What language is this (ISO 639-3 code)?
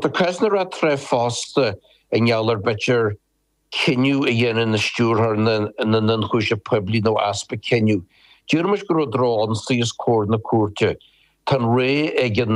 gle